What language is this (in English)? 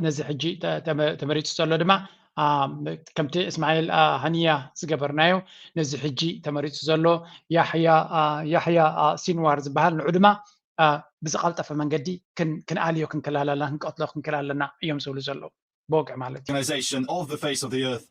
Tigrinya